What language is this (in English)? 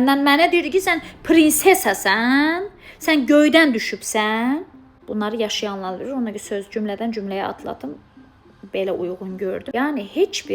Azerbaijani